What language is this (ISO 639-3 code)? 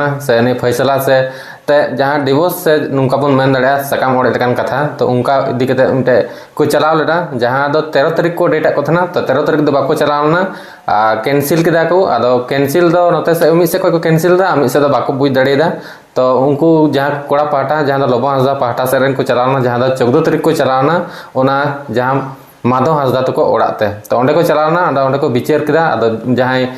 sat